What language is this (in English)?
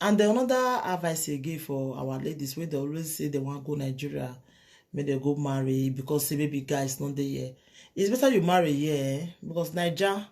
Nigerian Pidgin